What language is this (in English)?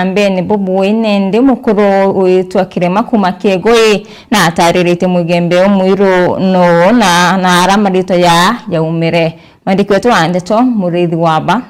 Meru